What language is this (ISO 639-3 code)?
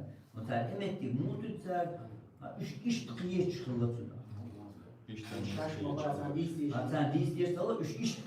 che